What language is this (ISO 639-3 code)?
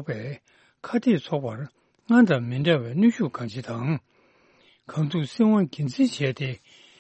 bod